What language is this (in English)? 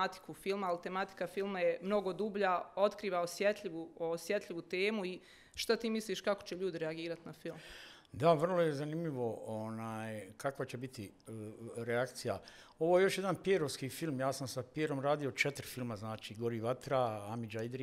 Bosnian